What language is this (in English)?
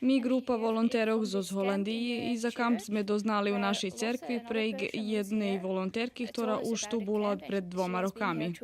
Rusyn